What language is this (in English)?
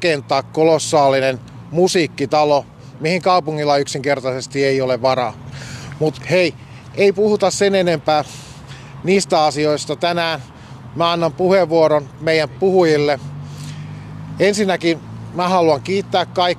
Finnish